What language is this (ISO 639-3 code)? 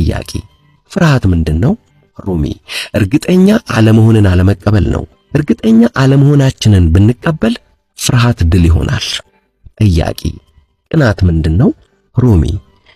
amh